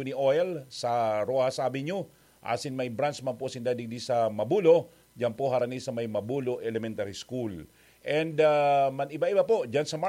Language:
Bikol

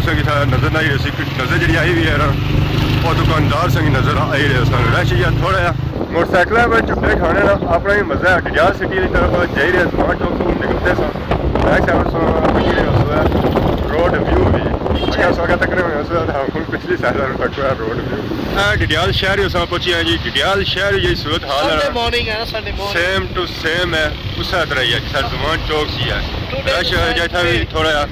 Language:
Pahari-Potwari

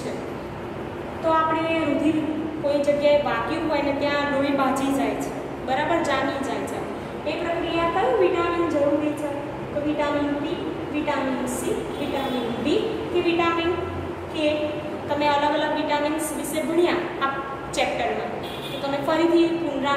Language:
Gujarati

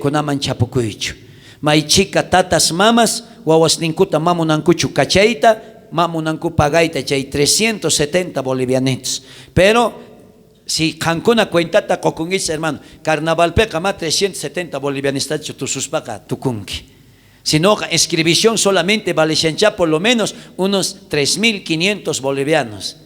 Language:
South Bolivian Quechua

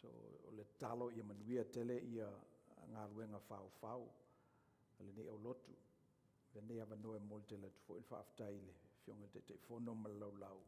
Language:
Samoan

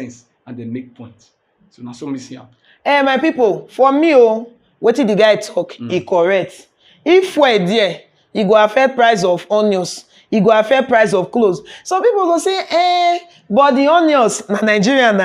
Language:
Nigerian Pidgin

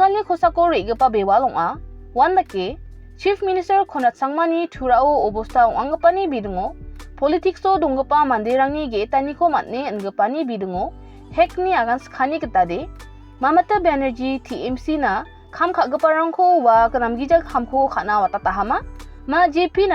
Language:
Garo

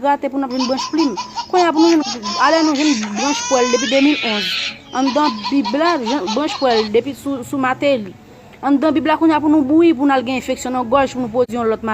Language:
Haitian Creole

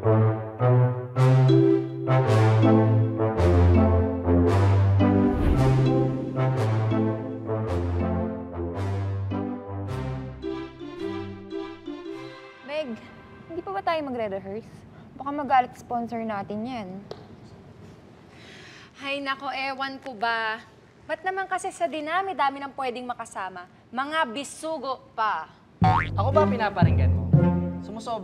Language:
Filipino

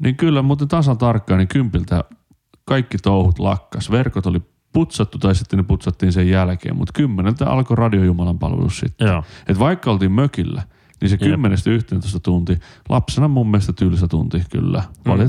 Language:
Finnish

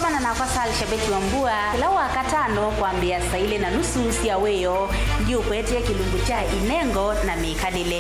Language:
Kamba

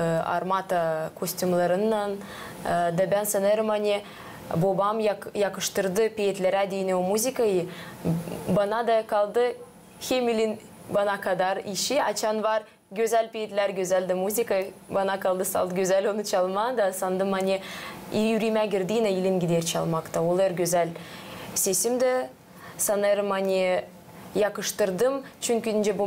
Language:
Gagauz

